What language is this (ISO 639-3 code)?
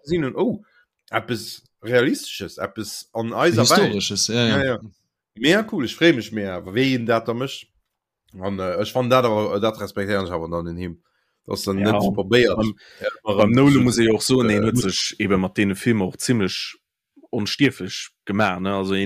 ltz